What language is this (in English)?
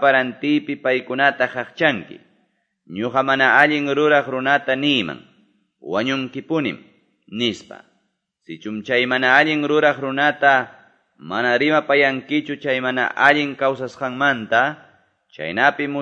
Quechua